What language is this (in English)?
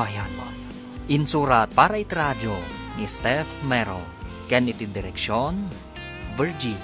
Iloko